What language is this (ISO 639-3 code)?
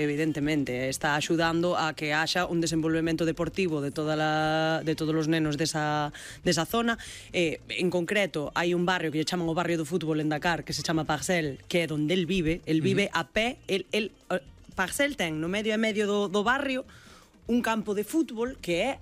glg